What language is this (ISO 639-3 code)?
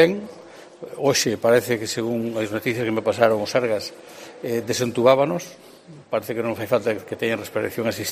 glg